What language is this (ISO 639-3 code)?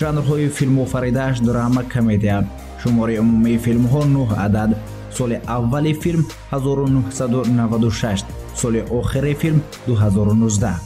tgk